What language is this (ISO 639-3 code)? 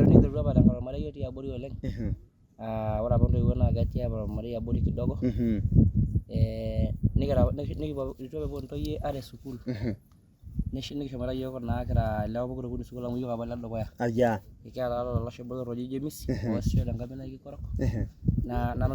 mas